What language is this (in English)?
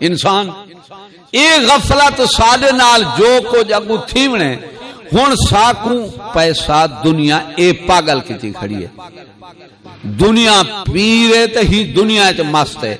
Saraiki